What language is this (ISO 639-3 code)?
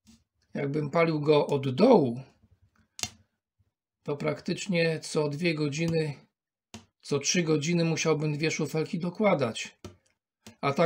pol